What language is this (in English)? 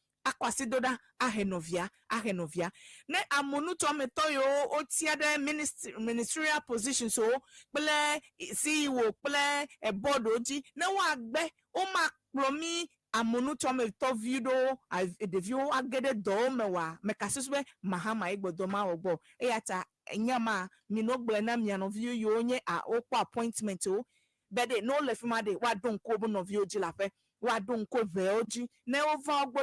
Ewe